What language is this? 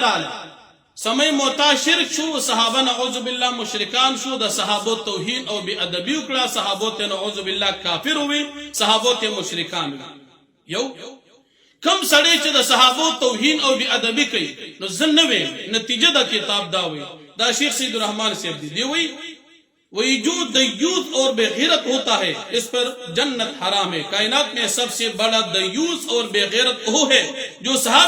Pashto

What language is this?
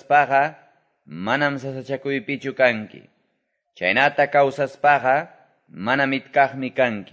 Quechua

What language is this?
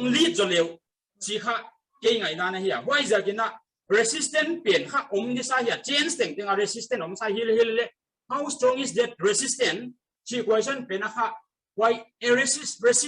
Paite Chin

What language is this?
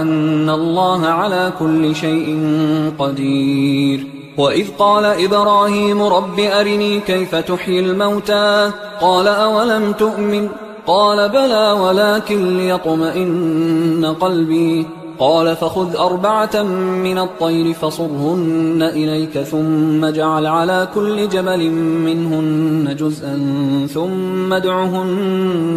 Arabic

